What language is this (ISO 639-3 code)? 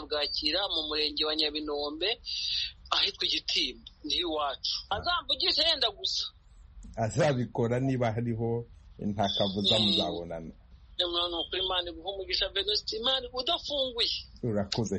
kin